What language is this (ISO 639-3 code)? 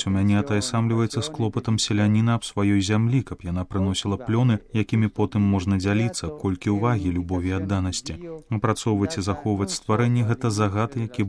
bel